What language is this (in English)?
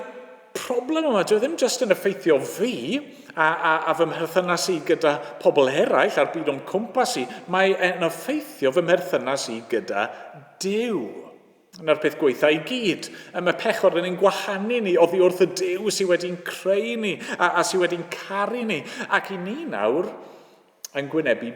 Welsh